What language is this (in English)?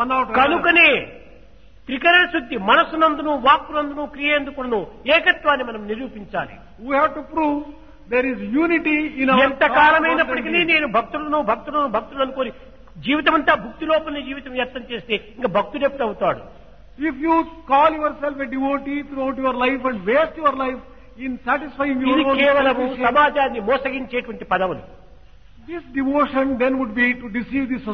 Telugu